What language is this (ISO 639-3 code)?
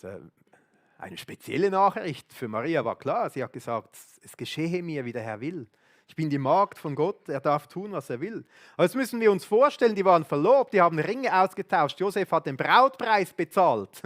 gsw